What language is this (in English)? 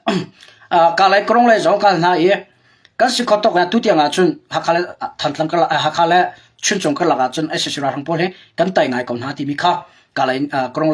Hakha Chin